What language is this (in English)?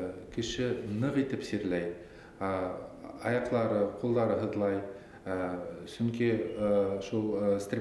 Bashkir